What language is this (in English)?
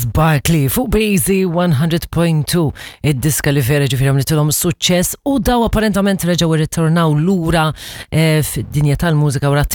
Maltese